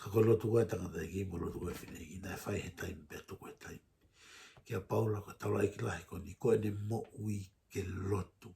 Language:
Tongan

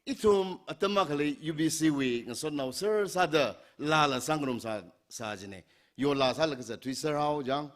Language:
Tangkhul Naga (India)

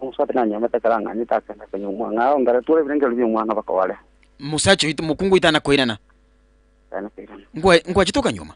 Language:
Gusii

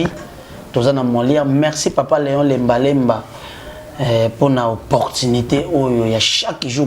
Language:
Lingala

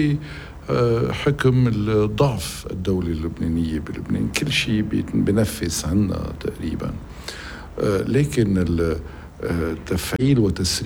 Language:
North Levantine Arabic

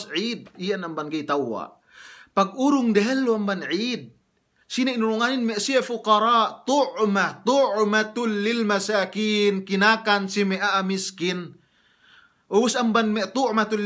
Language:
Yakan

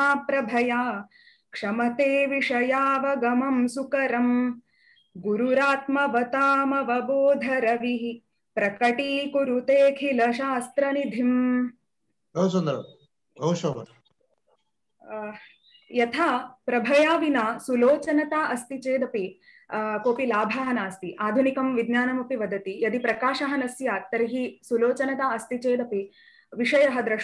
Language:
Sanskrit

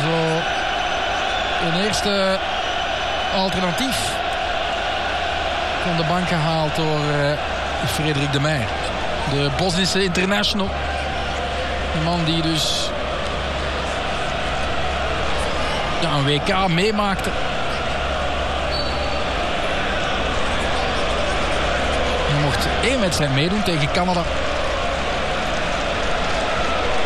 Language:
Dutch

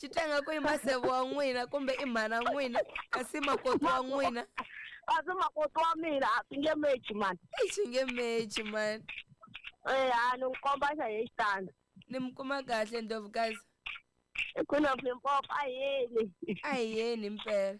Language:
Tsonga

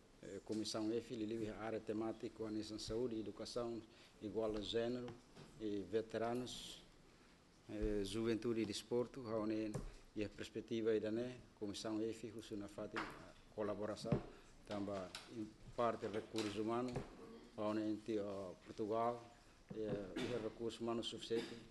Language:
Portuguese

